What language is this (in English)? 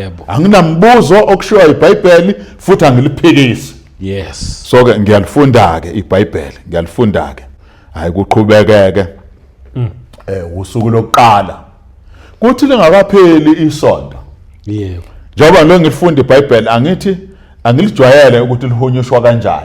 Zulu